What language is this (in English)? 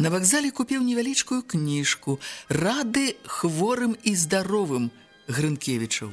Belarusian